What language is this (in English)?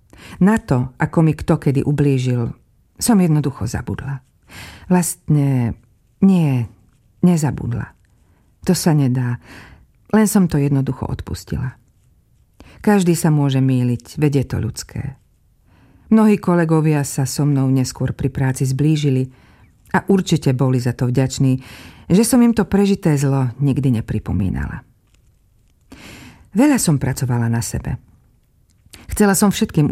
Slovak